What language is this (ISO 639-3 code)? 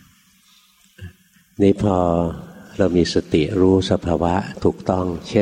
tha